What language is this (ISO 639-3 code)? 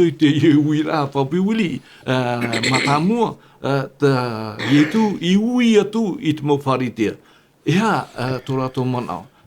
tah